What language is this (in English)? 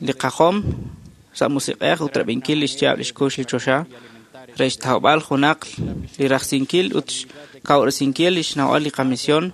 Kekchí